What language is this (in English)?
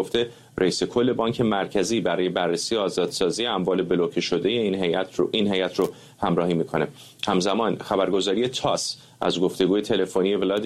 Persian